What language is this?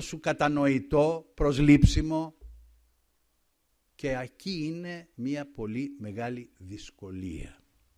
Greek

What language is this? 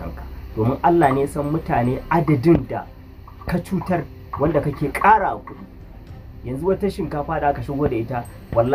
Hausa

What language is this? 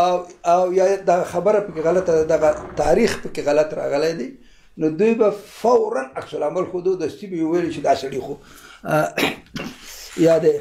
Pashto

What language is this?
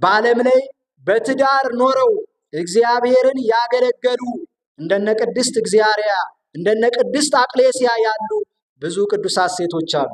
Amharic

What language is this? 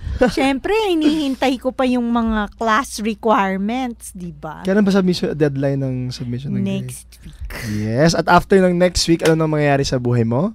Filipino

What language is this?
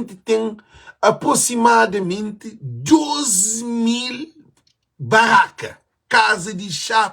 Kabuverdianu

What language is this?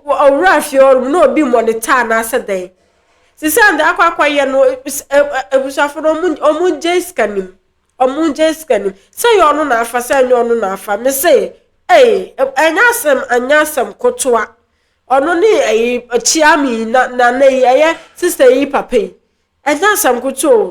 Akan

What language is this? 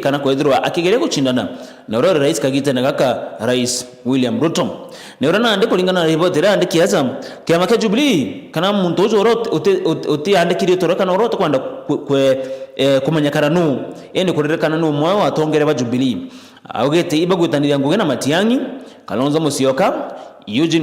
Meru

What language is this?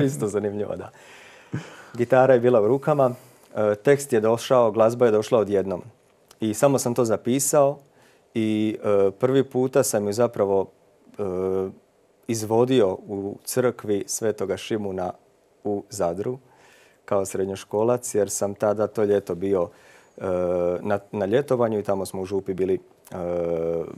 Croatian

